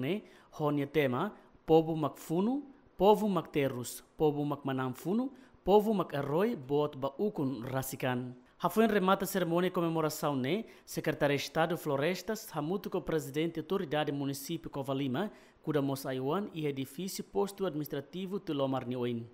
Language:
Tetum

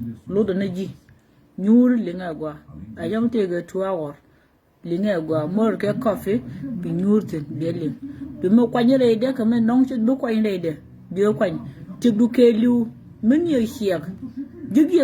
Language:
Nuer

